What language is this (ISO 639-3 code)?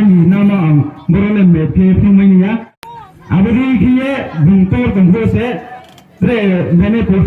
ria